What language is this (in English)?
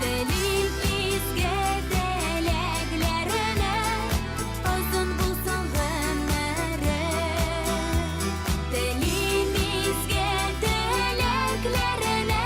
Bashkir